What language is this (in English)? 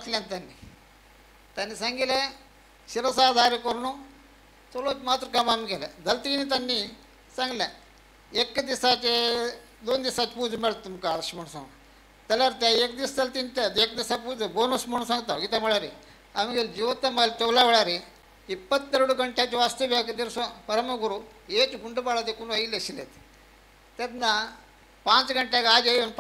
Konkani